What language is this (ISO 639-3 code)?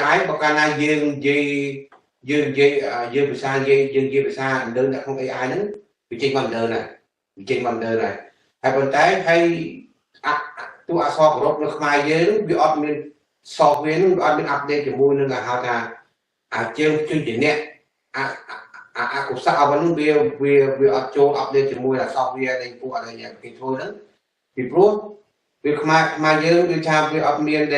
khm